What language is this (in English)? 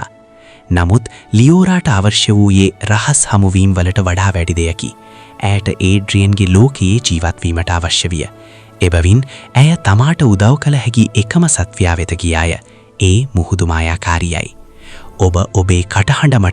Sinhala